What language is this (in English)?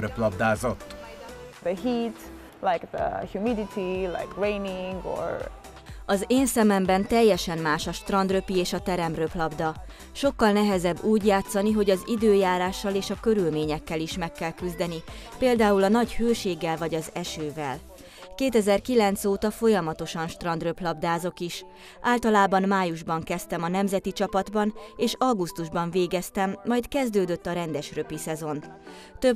Hungarian